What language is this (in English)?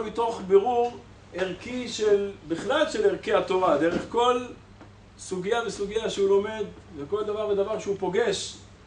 Hebrew